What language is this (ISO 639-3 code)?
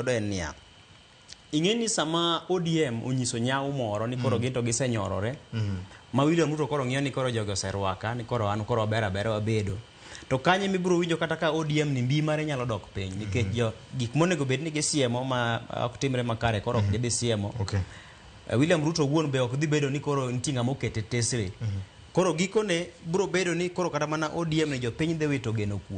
luo